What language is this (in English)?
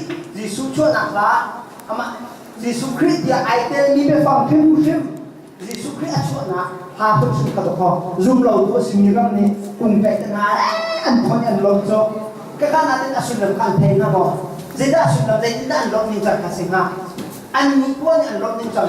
Hakha Chin